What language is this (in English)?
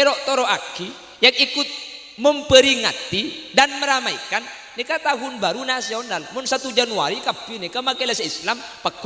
Madurese